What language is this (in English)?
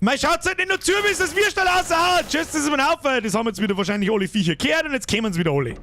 Bavarian